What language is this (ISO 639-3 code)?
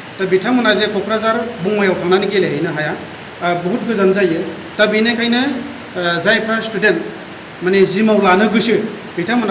brx